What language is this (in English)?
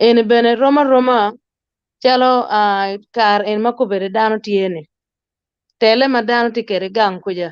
Acoli